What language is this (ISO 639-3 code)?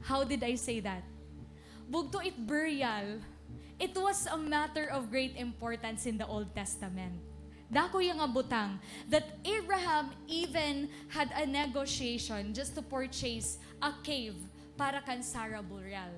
war